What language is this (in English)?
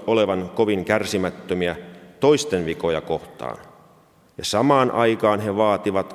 Finnish